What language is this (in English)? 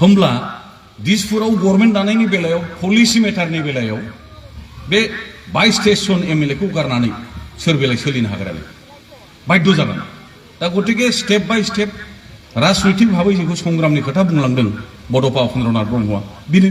Bodo